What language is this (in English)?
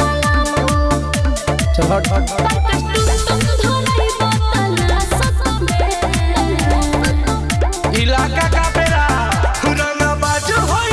Bhojpuri